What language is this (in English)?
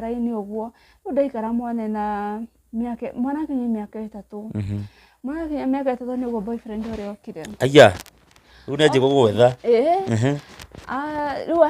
Kikuyu